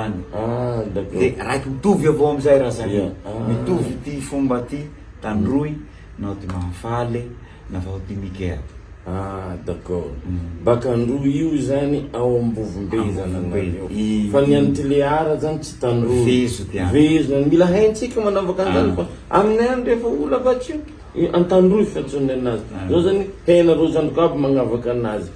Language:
Malagasy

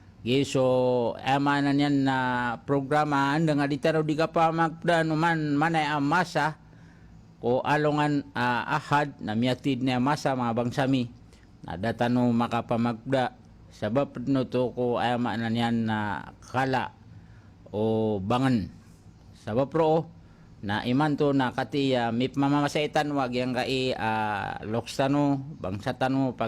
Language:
Maranao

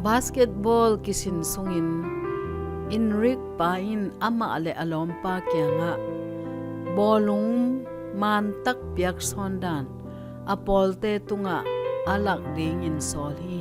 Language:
Tedim Chin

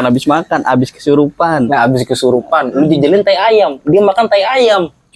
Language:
Betawi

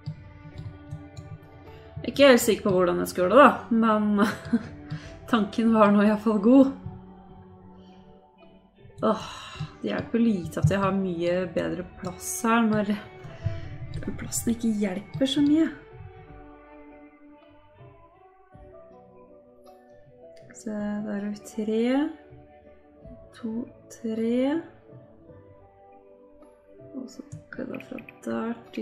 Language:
Norwegian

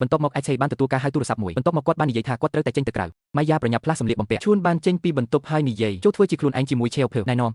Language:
Khmer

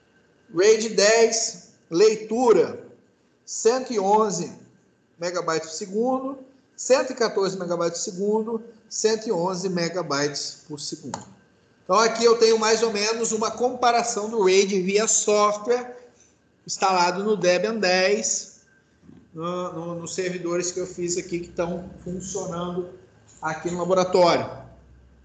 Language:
Portuguese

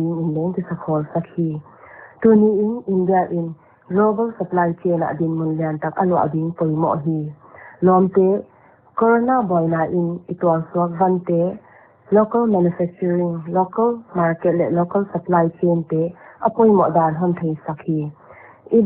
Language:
Paite Chin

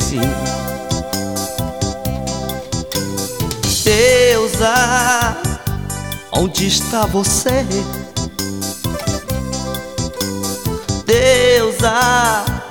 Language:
Portuguese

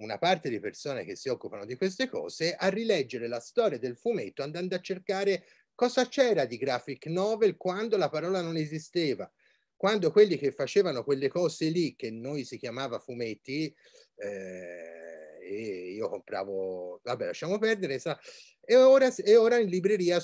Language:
Italian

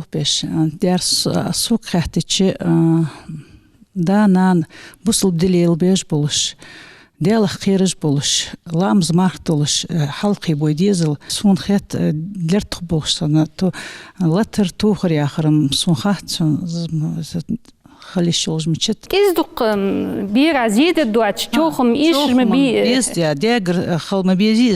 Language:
Ingush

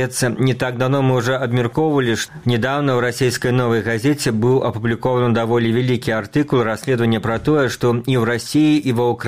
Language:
Belarusian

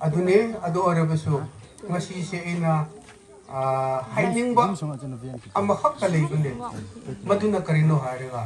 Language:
Manipuri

